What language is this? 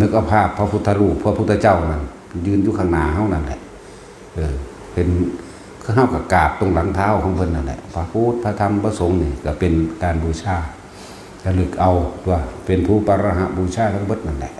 Northeastern Thai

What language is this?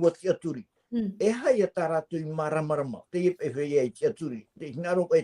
Tahitian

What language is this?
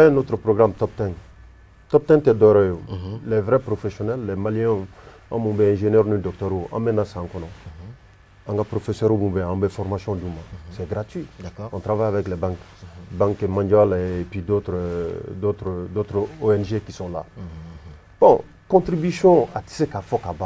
Bambara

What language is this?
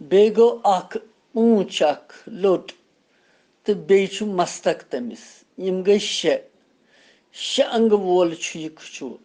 Kashmiri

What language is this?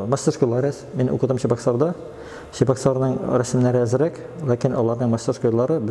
Tatar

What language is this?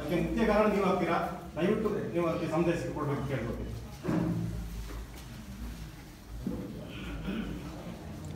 Kannada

